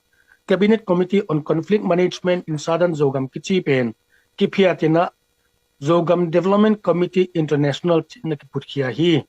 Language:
Tedim Chin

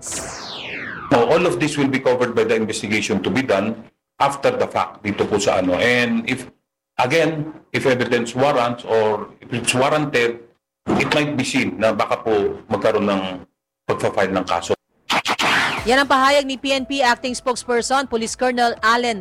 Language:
Filipino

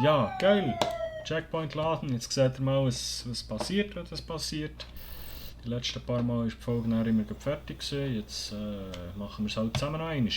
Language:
Swiss German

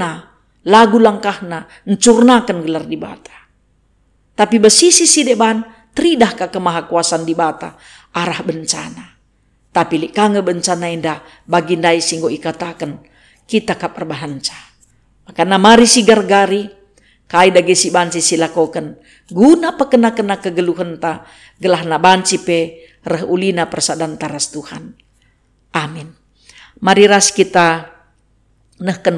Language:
Batak Karo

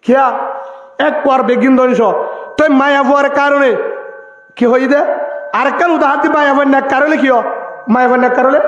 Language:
Rohingya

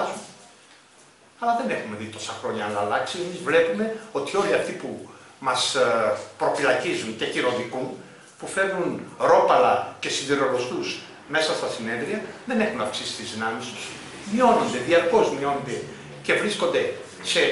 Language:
Greek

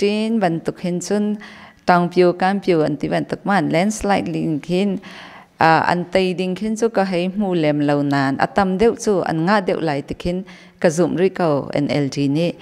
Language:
Hakha Chin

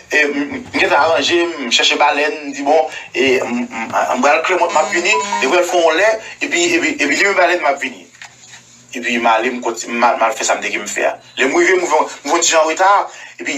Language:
Haitian Creole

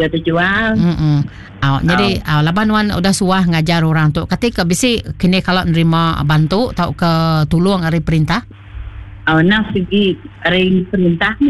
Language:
Iban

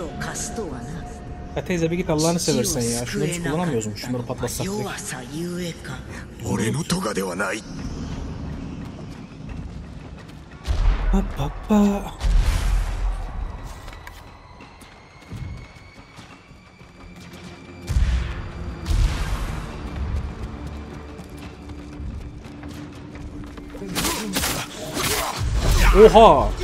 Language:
Turkish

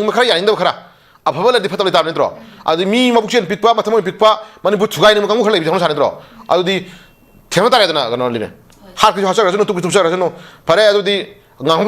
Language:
Manipuri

